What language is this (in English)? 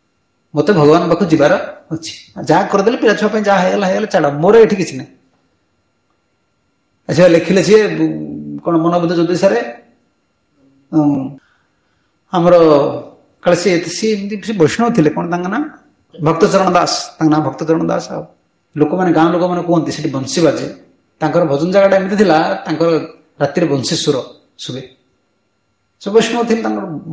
Odia